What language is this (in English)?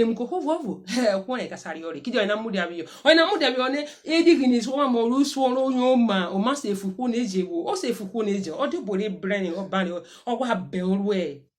Urhobo